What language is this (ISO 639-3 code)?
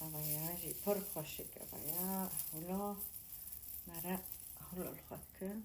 kur